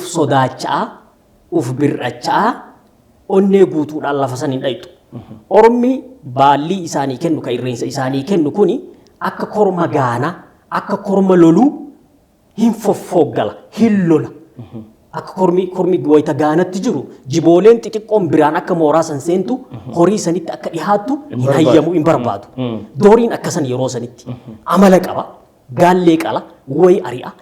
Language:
Oromo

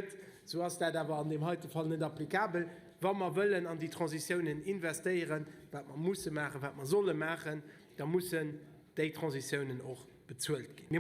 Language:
Luxembourgish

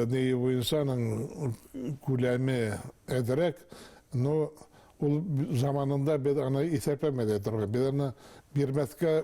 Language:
Bashkir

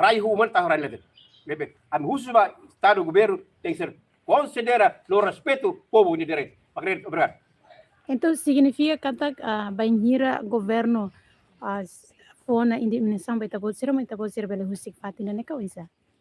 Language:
Tetum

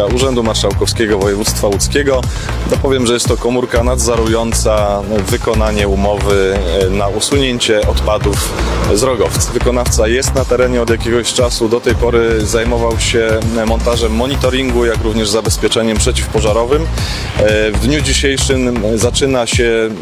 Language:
Polish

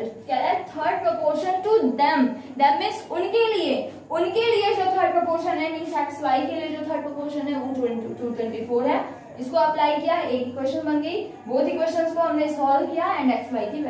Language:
Hindi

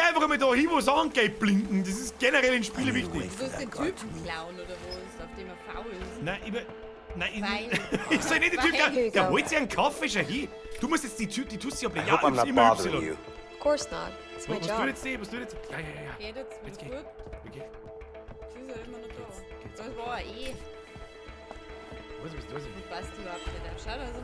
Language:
Bavarian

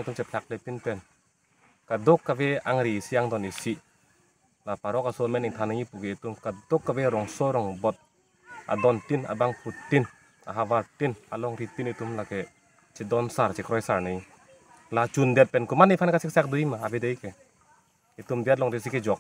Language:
Karbi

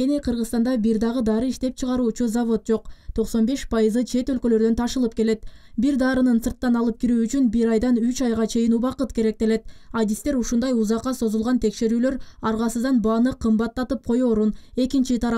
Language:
Kyrgyz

